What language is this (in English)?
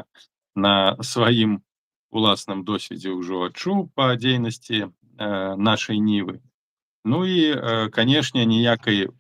Belarusian